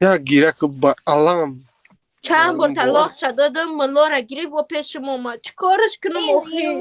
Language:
Tajik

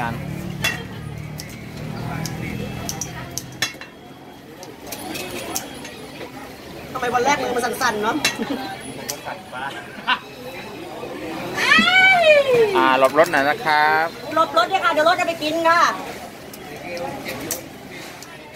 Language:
Thai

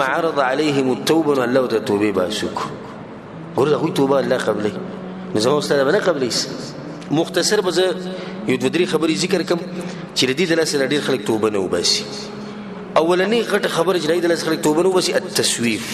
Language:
Pashto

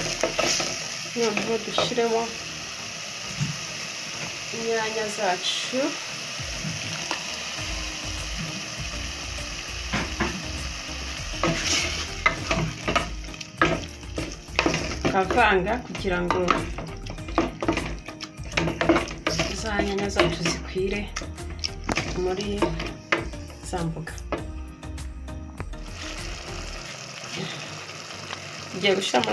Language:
Kinyarwanda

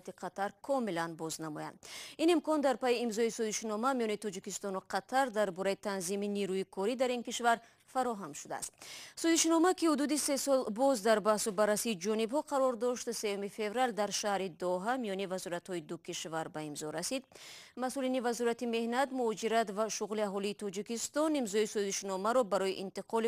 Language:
Tajik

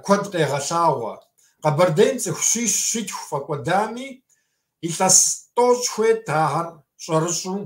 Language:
Kabardian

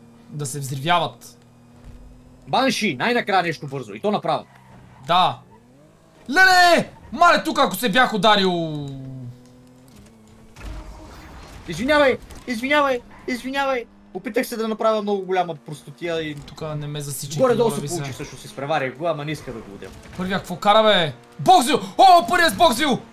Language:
Bulgarian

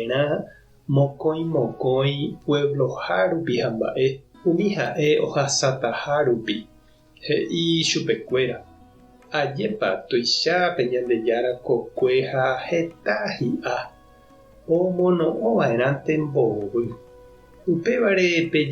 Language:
Guarani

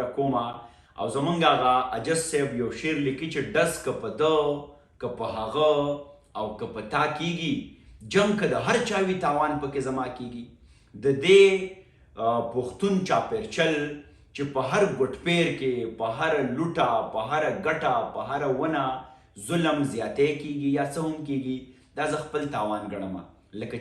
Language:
Pashto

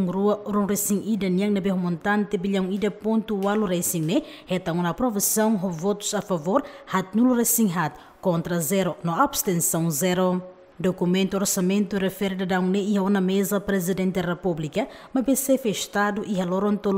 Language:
Tetum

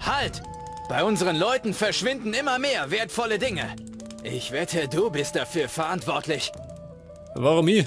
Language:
Bavarian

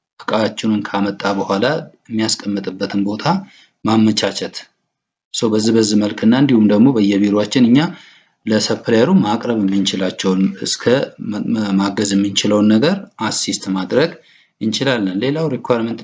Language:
Amharic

